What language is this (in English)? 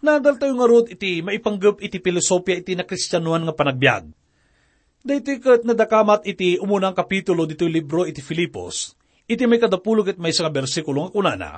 Iloko